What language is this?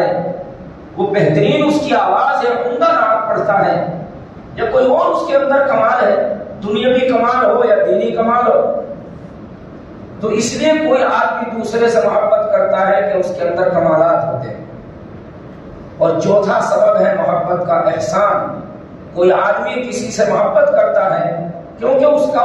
Urdu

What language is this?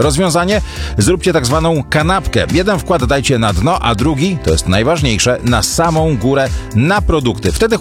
Polish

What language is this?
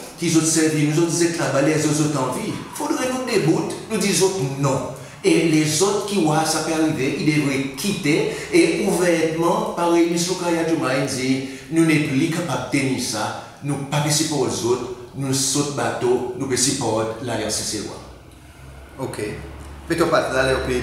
Seselwa Creole French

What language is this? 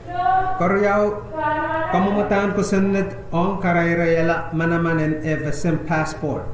Pohnpeian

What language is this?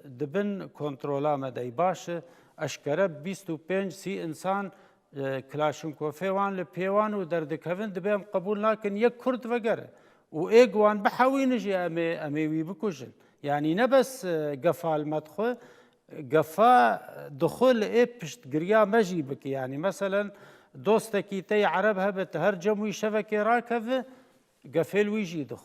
Kurdish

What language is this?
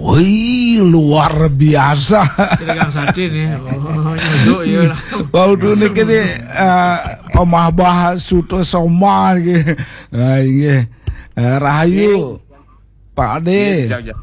Balinese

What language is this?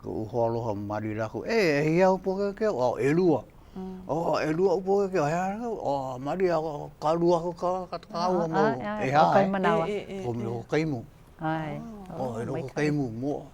Hawaiian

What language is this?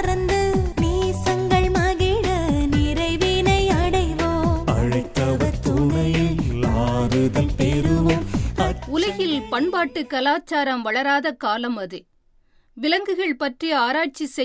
Tamil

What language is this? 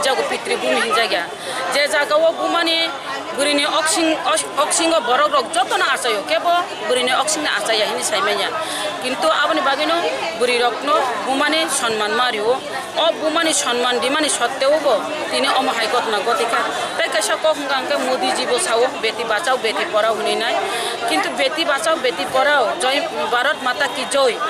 Kok Borok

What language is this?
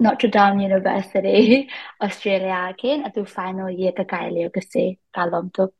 Hakha Chin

